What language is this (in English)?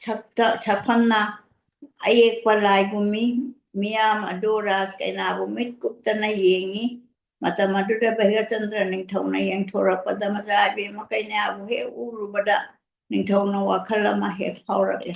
Manipuri